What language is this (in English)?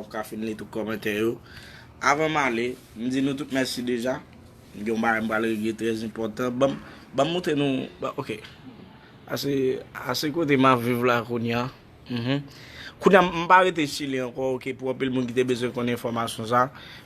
Haitian Creole